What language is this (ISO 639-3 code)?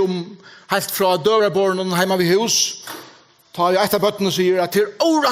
fao